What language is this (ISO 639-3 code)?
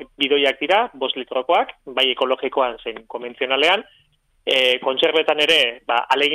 eus